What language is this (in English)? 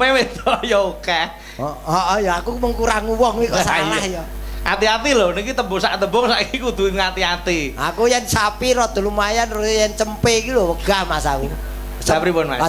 Javanese